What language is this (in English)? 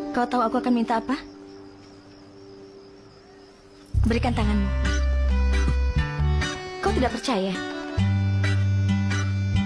Indonesian